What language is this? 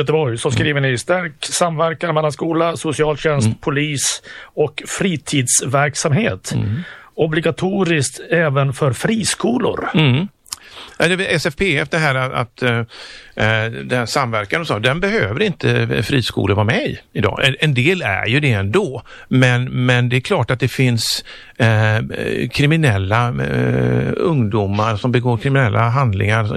Swedish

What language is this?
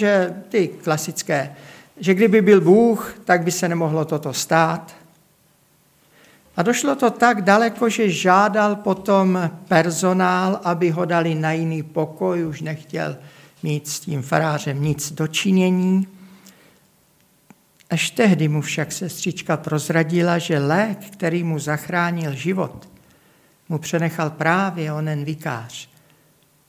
Czech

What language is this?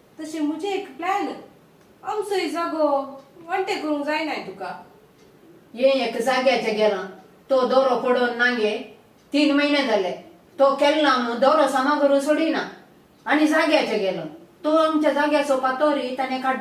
Konkani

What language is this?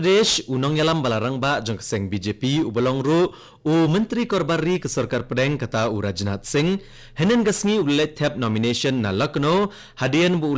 Khasi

